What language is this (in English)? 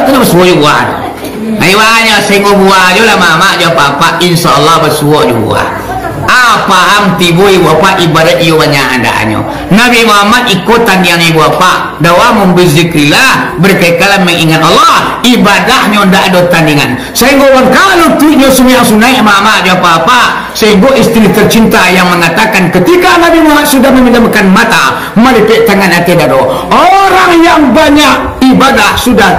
Minangkabau